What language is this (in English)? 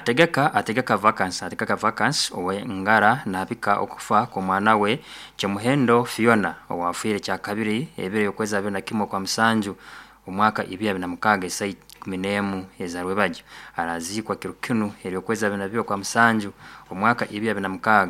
Nyoro